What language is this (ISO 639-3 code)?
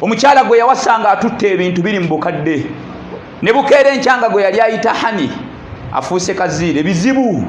lug